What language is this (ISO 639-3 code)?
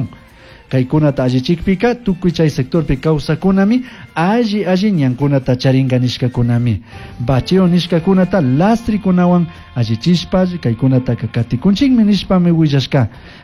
qug